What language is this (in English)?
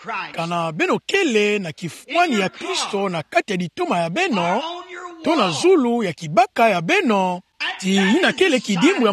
Kituba (Democratic Republic of Congo)